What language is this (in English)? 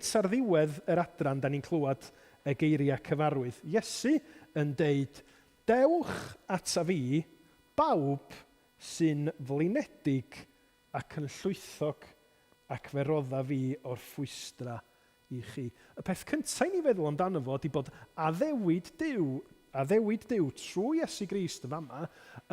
Welsh